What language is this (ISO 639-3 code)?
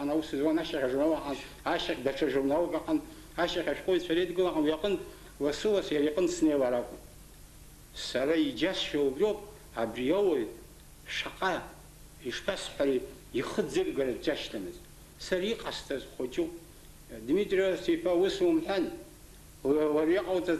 abk